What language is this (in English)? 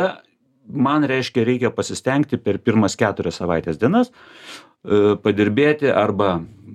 Lithuanian